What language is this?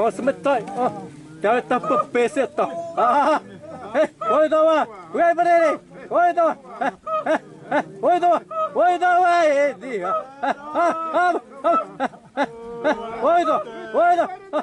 Xavánte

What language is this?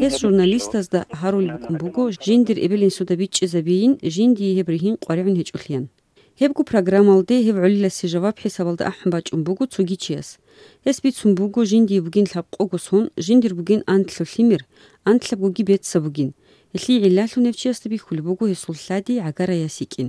Avaric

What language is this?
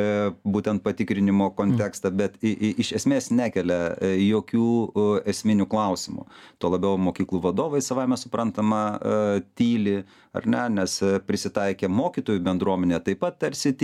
Lithuanian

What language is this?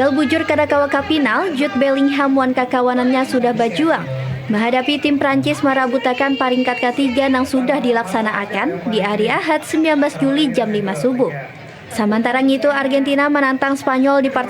Banjar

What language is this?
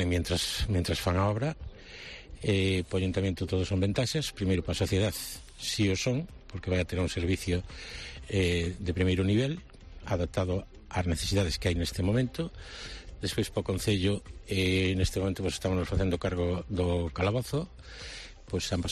Galician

